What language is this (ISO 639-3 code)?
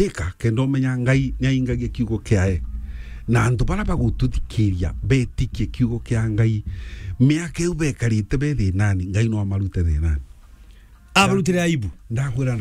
mer